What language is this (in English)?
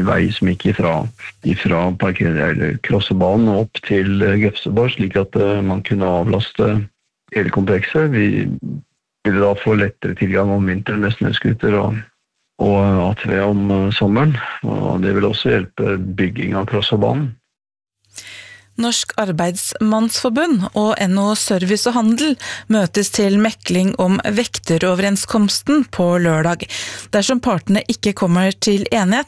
Norwegian